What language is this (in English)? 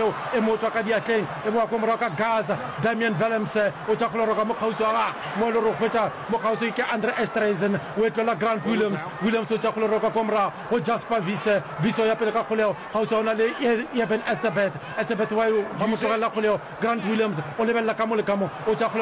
Northern Sotho